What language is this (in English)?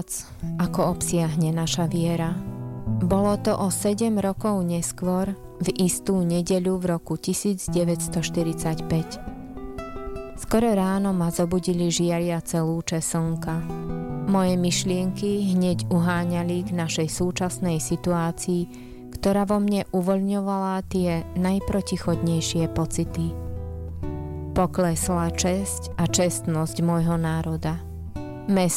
Slovak